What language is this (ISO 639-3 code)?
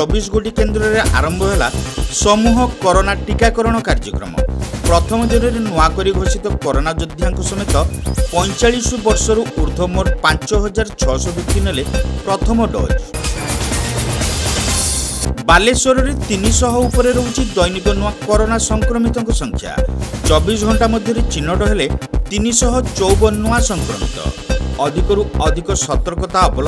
ori